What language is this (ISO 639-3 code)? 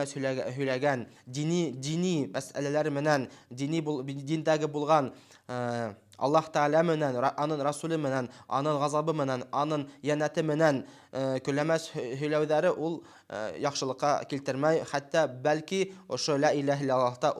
bak